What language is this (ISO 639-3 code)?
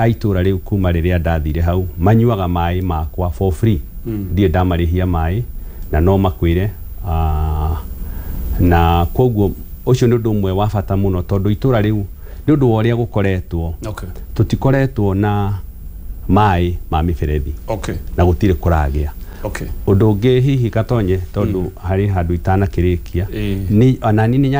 kik